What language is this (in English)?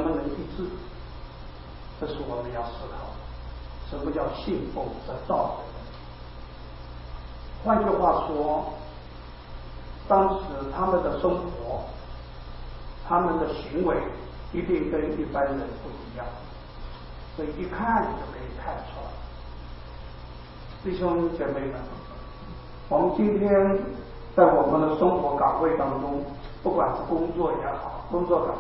Chinese